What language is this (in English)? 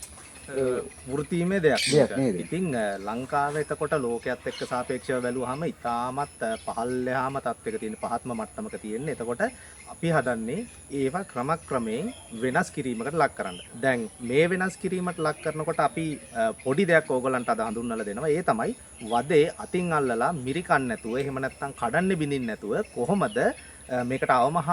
Sinhala